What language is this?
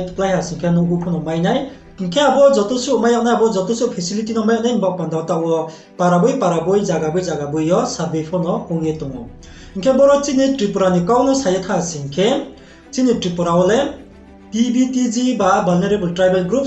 Riang (India)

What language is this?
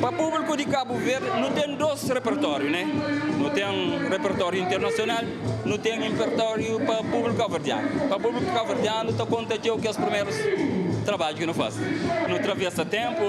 Kabuverdianu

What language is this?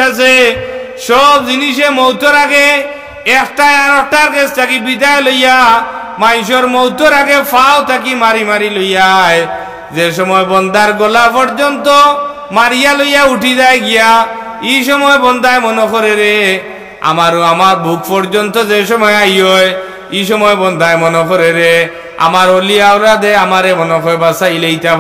Sylheti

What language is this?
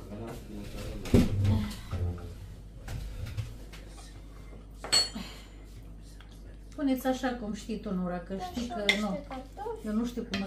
Romanian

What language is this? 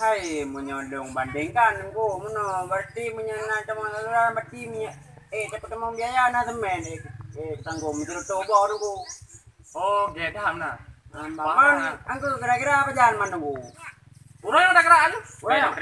Achinese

